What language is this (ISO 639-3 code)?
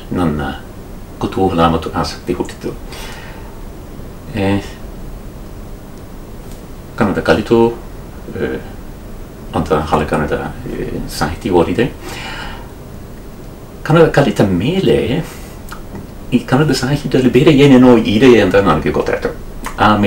kan